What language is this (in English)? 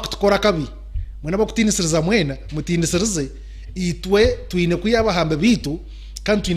Nyankole